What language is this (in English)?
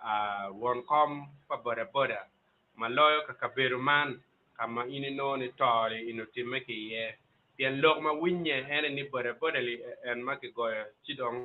Acoli